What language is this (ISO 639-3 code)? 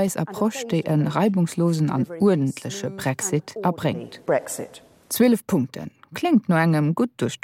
ltz